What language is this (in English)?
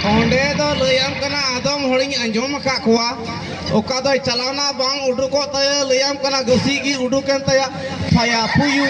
Santali